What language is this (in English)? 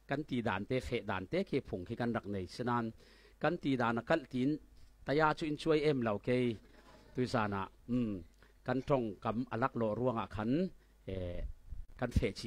Falam Chin